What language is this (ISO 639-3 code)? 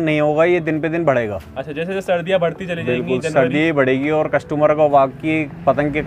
hin